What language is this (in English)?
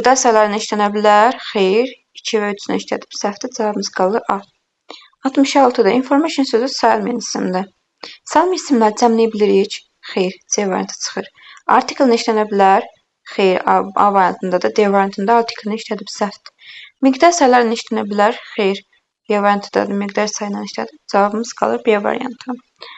Azerbaijani